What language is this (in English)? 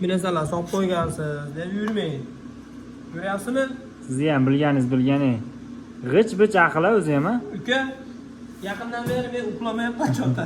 Uzbek